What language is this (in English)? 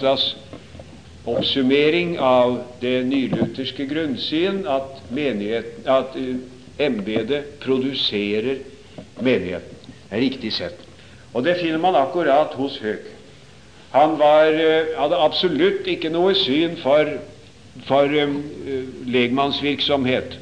Norwegian